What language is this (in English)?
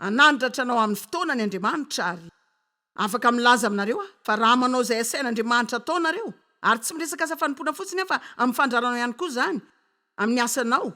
Malagasy